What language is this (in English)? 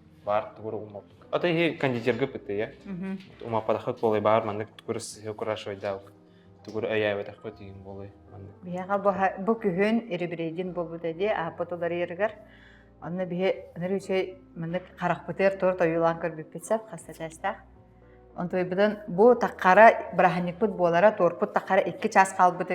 Yakut